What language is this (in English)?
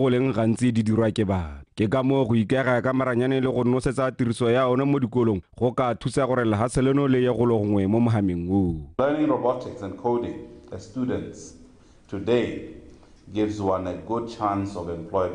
Tswana